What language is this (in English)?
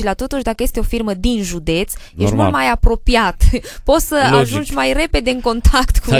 Romanian